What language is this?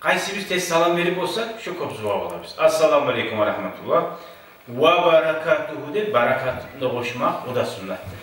Kumyk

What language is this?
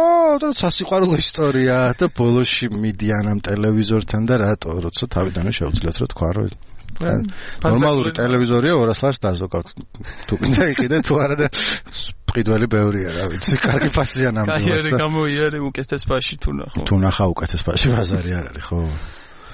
Georgian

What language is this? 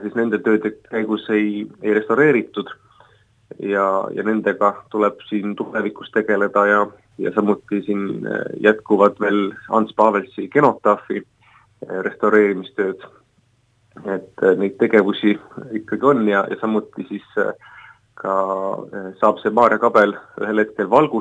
Estonian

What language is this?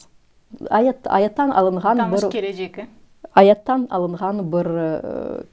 Crimean Tatar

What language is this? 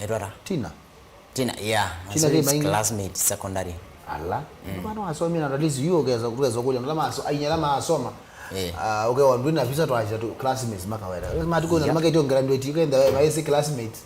Kamba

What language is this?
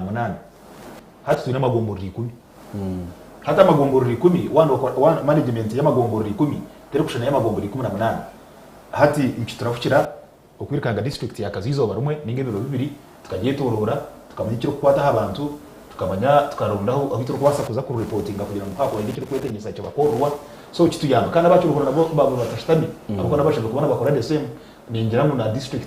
Nyankole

